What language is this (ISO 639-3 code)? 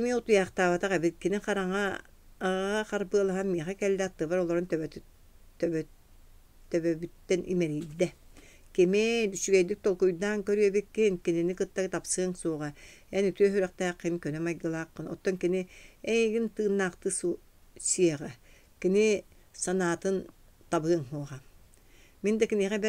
sah